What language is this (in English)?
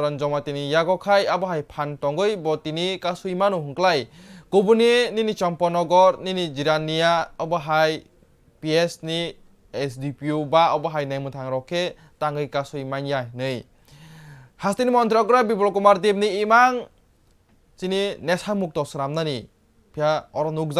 Kok Borok